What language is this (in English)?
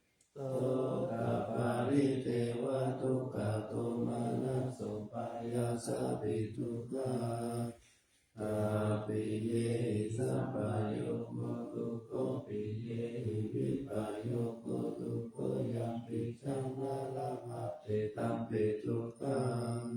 Pali